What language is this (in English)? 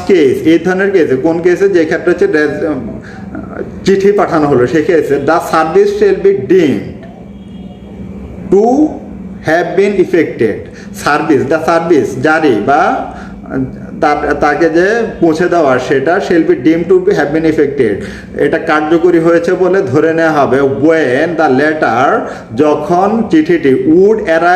Bangla